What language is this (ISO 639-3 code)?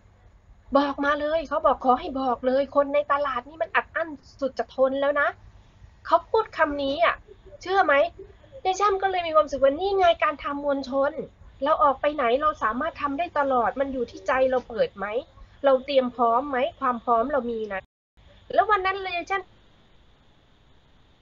tha